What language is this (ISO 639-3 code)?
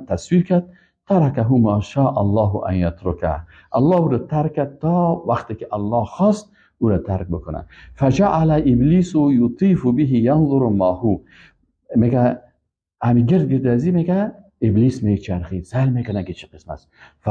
fas